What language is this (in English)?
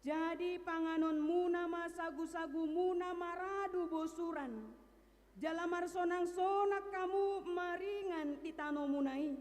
Batak Toba